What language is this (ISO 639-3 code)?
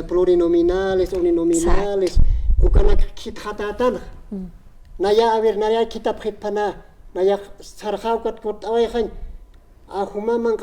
aym